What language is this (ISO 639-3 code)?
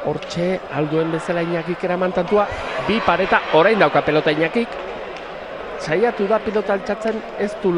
eus